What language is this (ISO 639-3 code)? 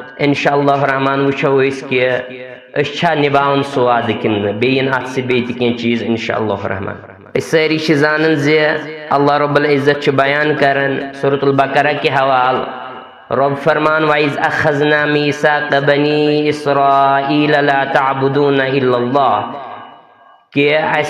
kas